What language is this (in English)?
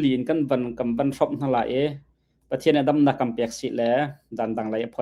Hakha Chin